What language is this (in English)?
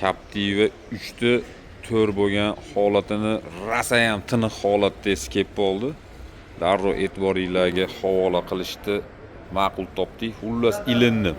Uzbek